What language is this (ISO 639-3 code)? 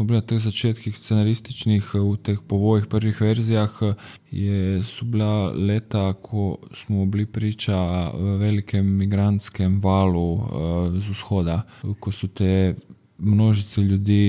slv